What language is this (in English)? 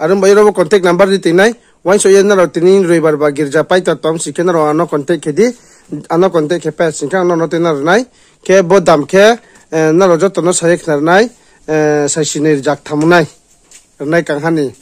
Riang (India)